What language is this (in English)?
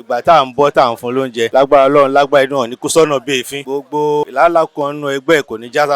Yoruba